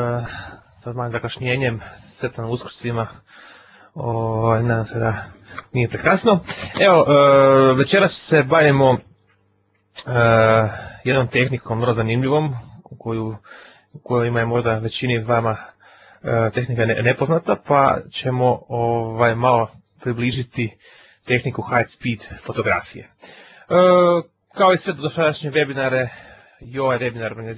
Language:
Croatian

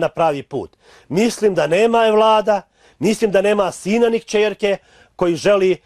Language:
Bosnian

